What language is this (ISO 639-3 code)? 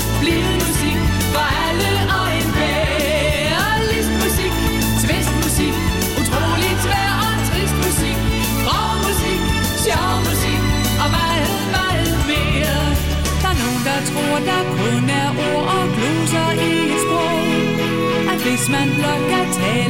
dan